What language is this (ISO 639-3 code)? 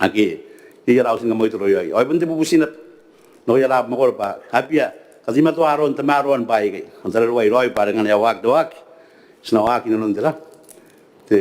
gil